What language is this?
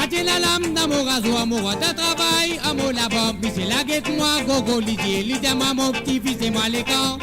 Morisyen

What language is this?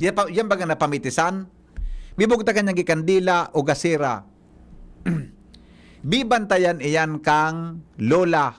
Bikol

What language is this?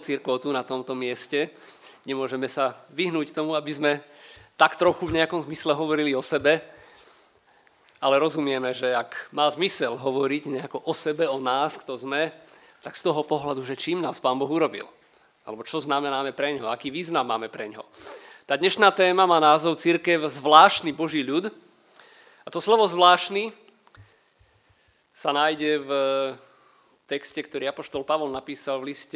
Slovak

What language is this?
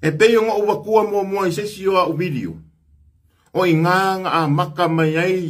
Samoan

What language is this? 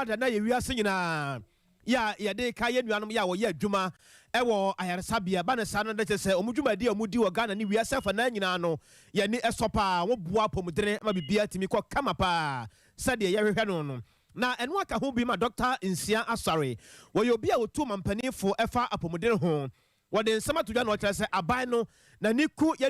Akan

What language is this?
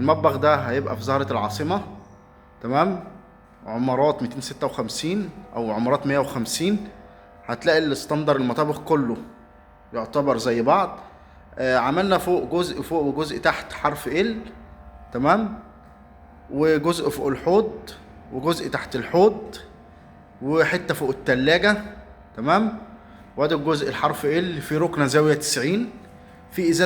Egyptian Arabic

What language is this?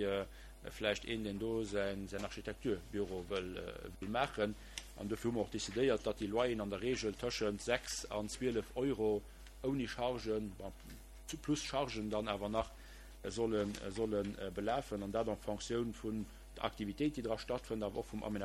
Luxembourgish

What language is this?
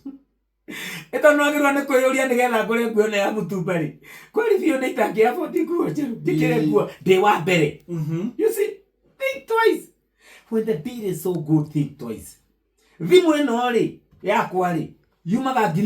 Kikuyu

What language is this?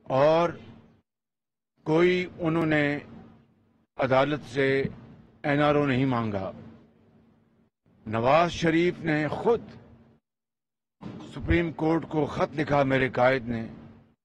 Urdu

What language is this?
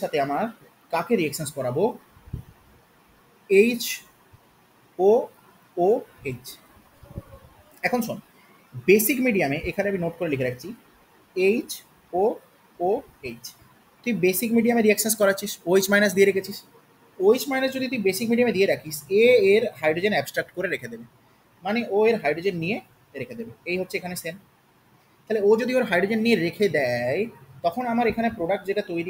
Bangla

